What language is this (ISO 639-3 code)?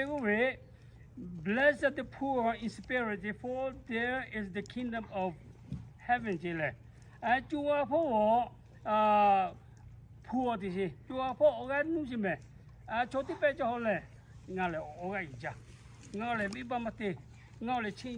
lhu